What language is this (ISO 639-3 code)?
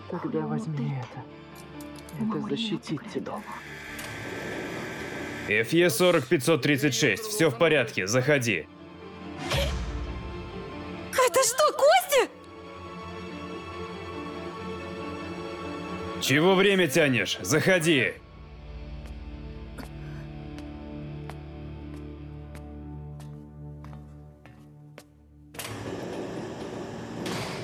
rus